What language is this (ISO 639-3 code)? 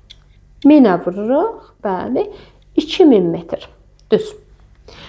aze